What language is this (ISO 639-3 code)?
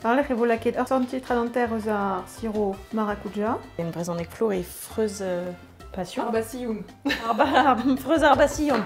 bre